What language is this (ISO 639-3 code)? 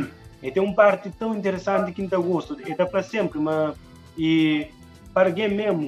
kea